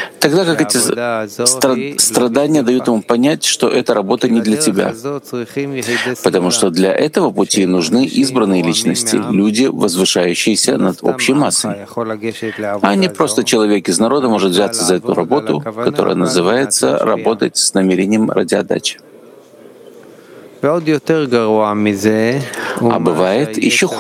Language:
Russian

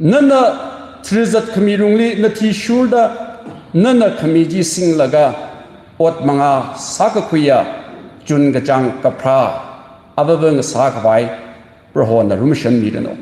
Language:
Tangkhul Naga (India)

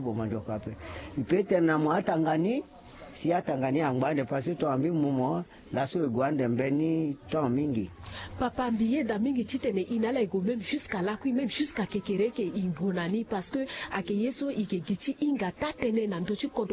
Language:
Sango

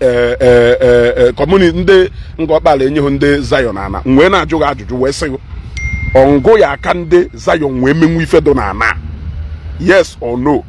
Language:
Igbo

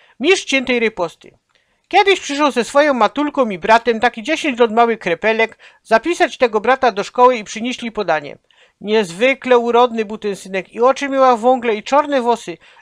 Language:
Silesian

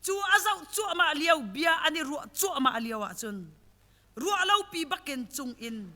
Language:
Hakha Chin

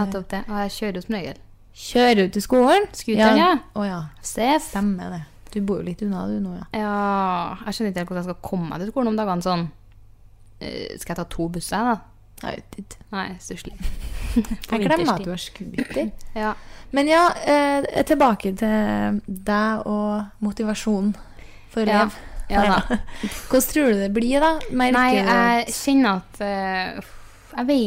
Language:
Norwegian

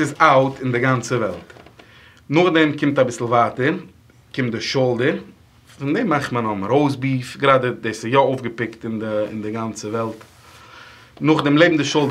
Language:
Yiddish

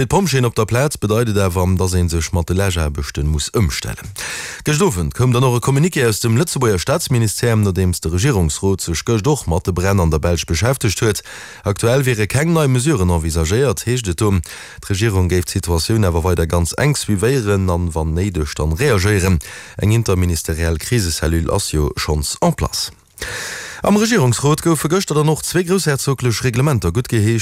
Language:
Luxembourgish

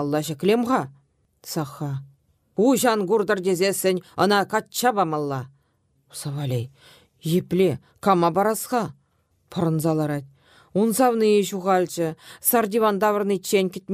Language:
Chuvash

